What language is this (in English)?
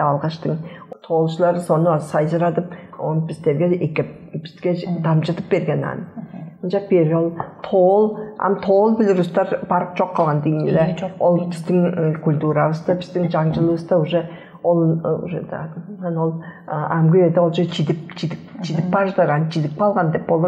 Tuvinian